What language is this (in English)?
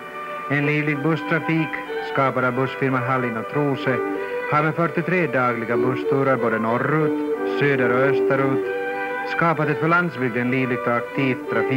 Swedish